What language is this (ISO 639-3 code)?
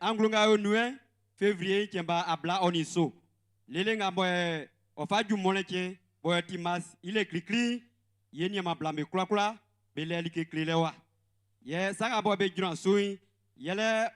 bci